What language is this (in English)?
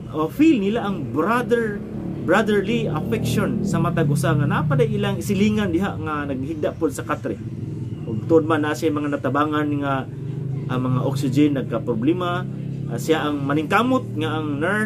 Cebuano